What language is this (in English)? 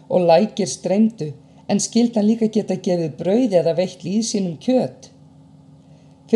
Icelandic